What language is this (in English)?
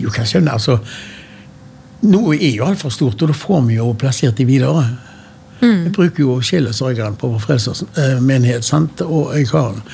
Norwegian